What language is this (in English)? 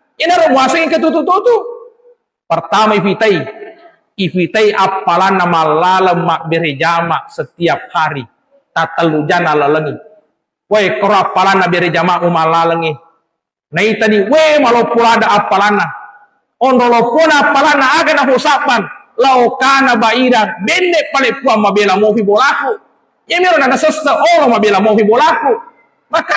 Buginese